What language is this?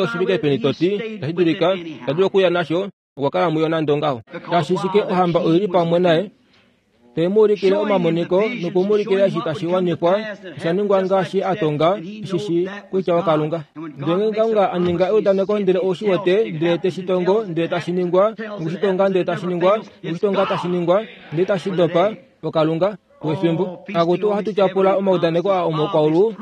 Kuanyama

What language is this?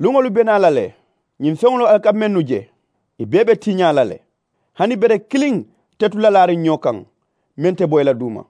Mandingo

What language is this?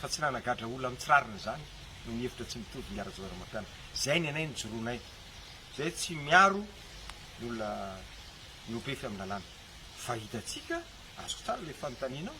Malagasy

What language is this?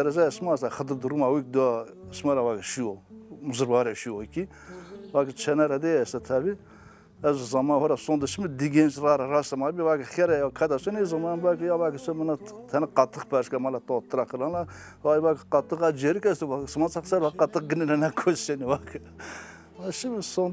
Zaza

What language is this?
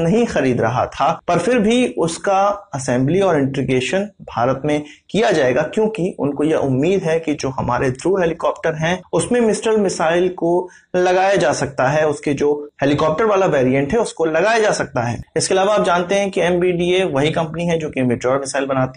Hindi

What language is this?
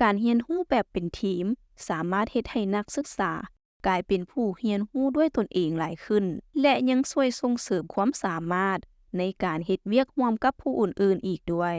Lao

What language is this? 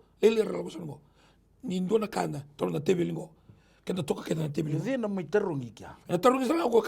Fijian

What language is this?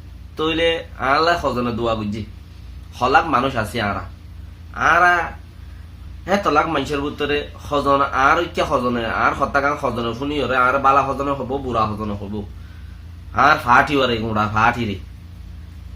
Rohingya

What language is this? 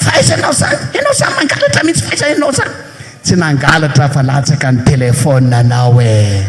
Malagasy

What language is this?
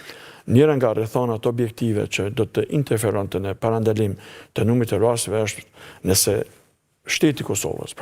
Albanian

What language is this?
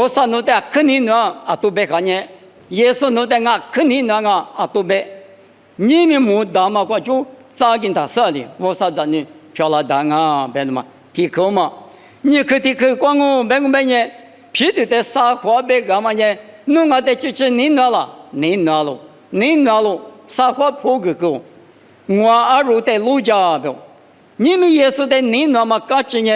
Lisu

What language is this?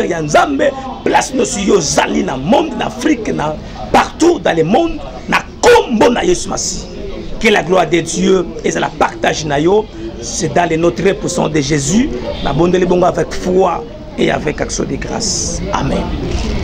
Lingala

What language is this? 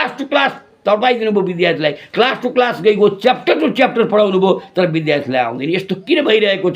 Nepali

